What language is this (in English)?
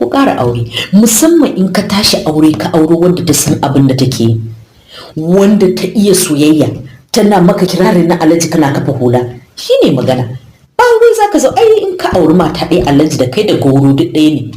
Hausa